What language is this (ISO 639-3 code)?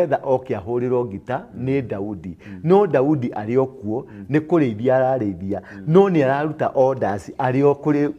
kik